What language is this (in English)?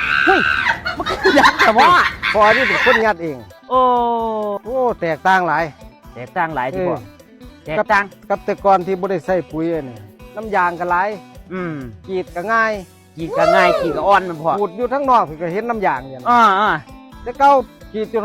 Northeastern Thai